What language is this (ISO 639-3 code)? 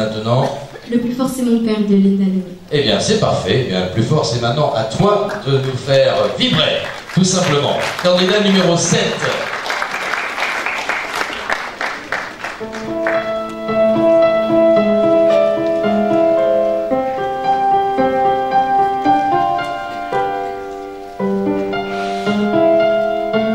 fra